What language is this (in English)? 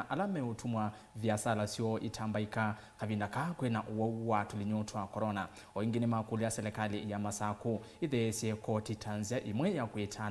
Kamba